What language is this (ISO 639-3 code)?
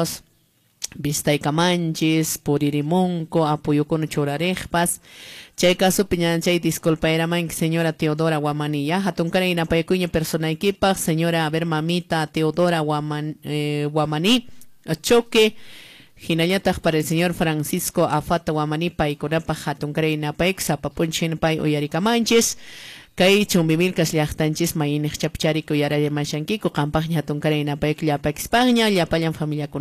que